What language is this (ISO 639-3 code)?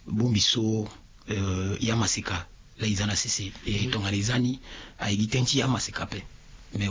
sag